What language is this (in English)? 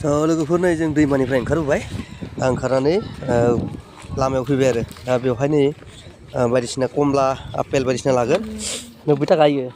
Bodo